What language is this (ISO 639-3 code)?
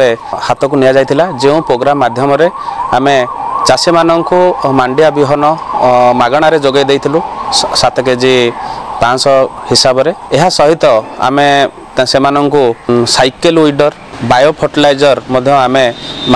ori